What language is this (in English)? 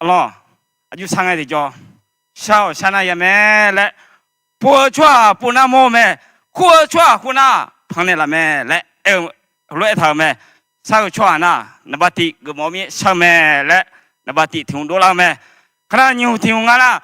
Akha